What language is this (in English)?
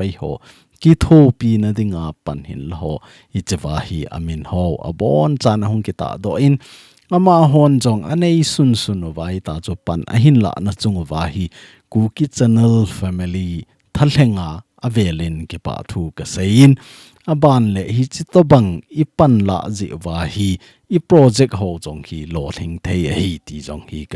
Thado Chin